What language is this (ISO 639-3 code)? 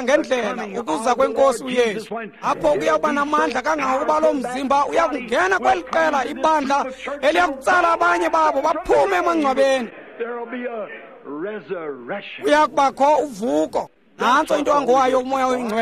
xho